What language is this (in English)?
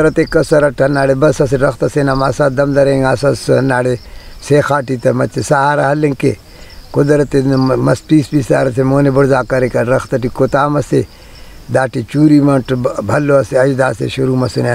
Brahui